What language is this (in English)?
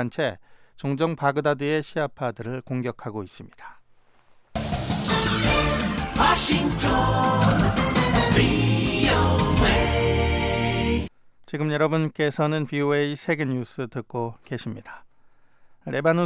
Korean